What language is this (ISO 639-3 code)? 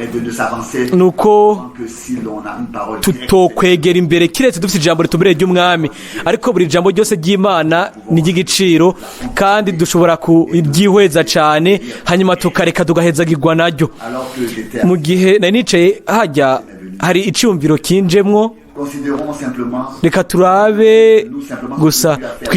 run